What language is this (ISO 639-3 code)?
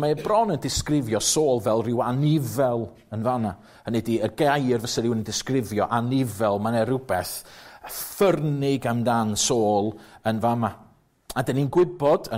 cym